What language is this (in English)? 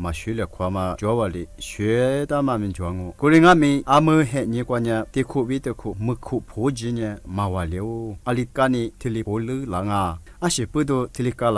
Lisu